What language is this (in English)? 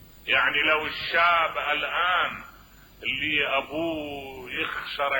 Mesopotamian Arabic